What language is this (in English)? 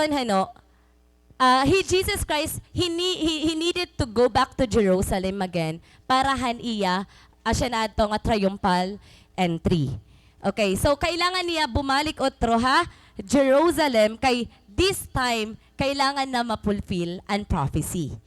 Waray